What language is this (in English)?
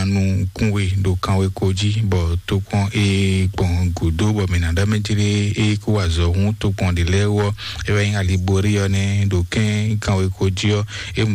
Fon